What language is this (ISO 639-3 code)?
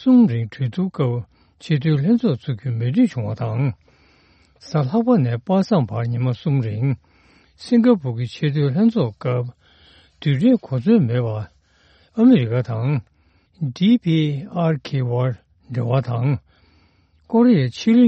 bod